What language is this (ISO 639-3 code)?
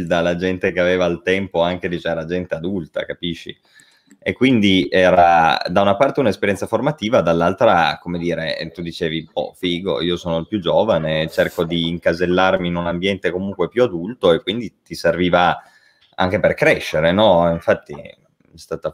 ita